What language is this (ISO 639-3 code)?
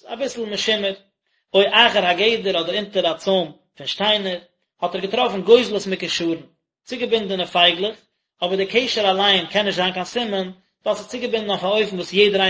yid